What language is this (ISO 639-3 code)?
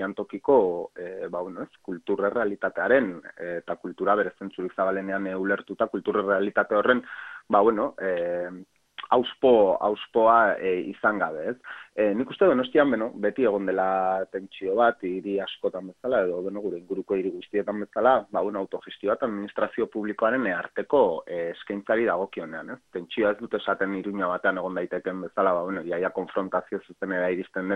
eus